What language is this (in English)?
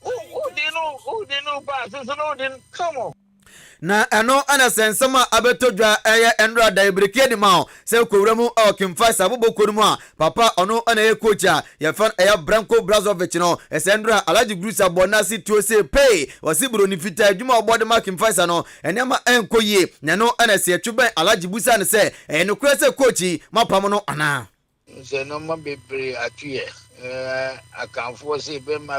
Akan